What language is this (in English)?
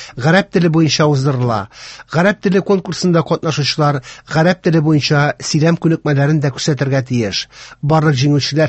Tatar